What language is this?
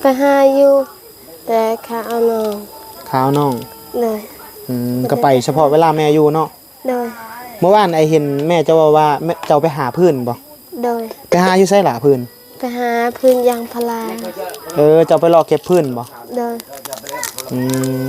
Northeastern Thai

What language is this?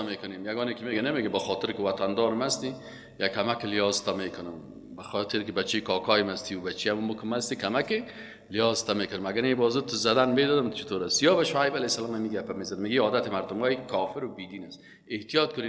Persian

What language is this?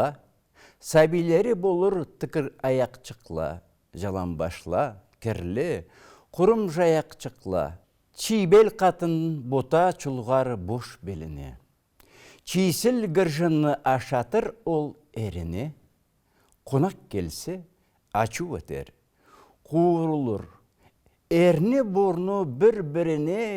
Karachay-Balkar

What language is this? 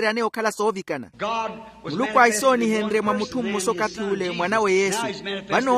Makhuwa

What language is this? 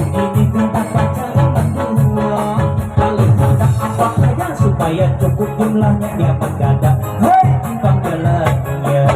Banjar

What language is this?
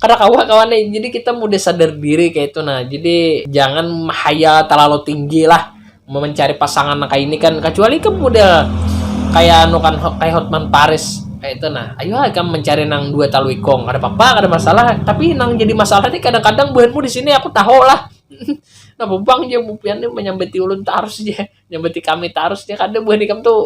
Banjar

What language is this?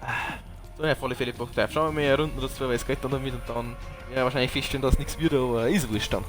Bavarian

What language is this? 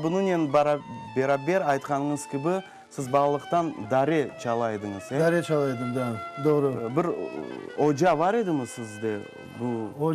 Crimean Tatar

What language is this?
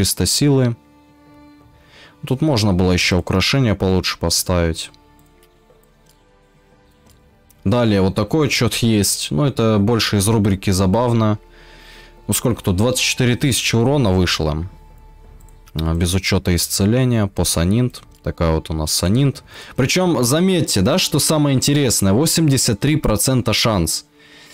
Russian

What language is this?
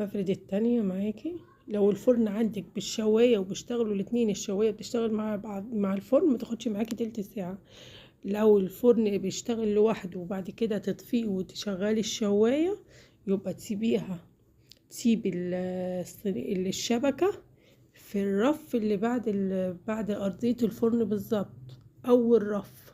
Egyptian Arabic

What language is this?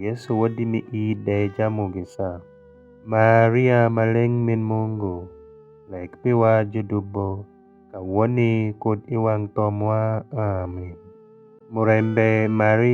Alur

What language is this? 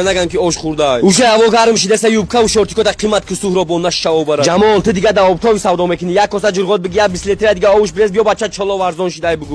Tajik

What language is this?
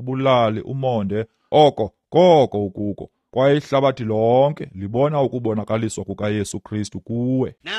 Xhosa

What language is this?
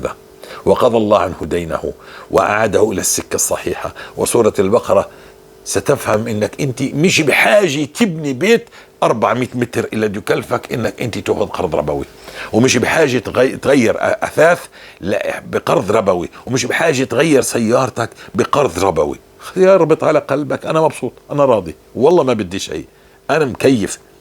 North Levantine Arabic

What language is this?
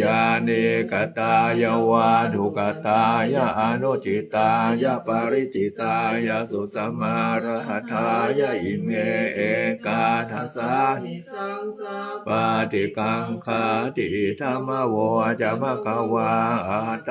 Pali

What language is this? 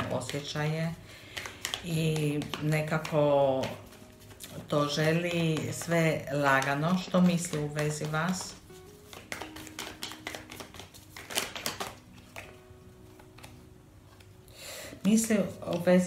Croatian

